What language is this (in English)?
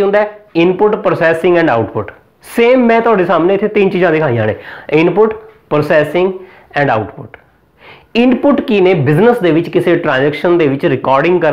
Punjabi